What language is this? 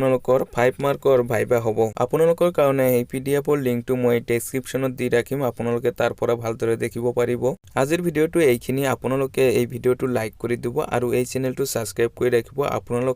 Assamese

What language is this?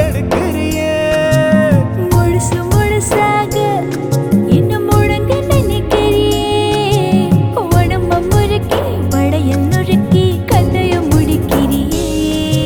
Tamil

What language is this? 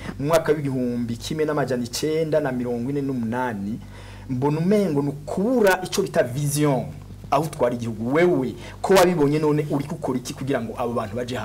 Rundi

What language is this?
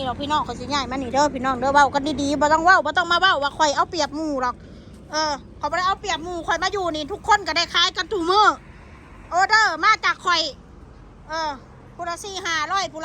Northeastern Thai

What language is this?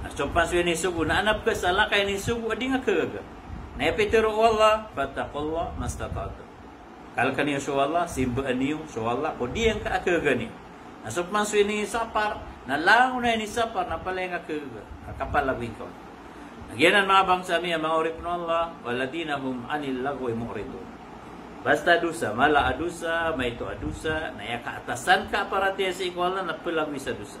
Maranao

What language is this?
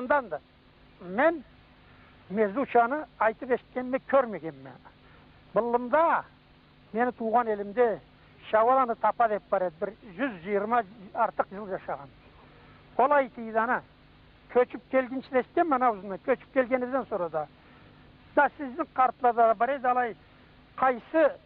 Karachay-Balkar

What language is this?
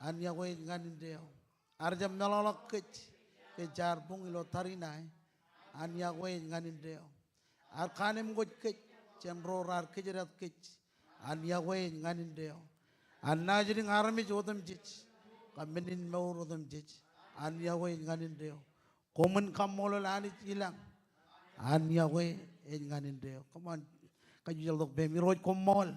Marshallese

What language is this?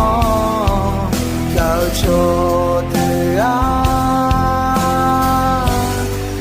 Akha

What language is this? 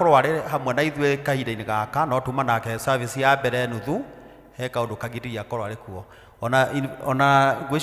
Kikuyu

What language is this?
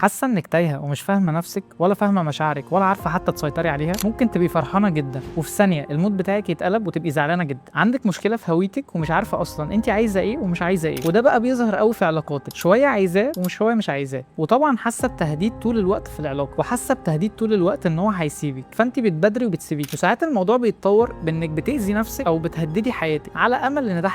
Egyptian Arabic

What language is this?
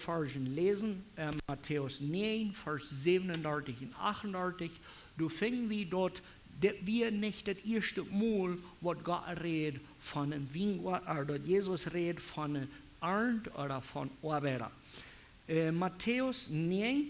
Plautdietsch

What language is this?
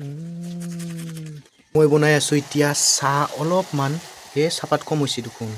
Assamese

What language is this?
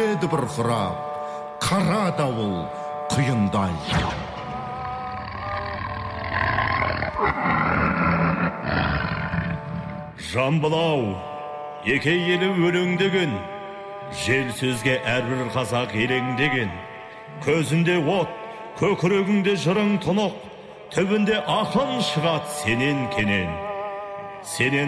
Kazakh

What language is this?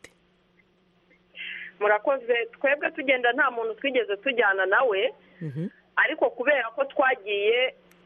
Kinyarwanda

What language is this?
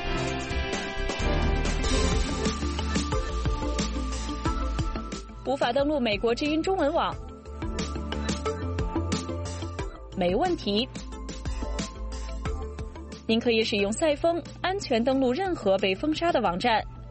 Chinese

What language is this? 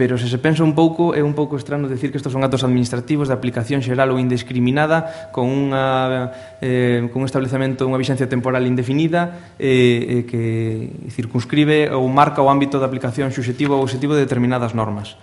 Galician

